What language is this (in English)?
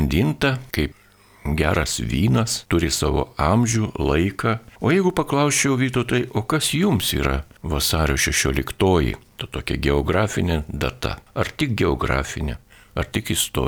Lithuanian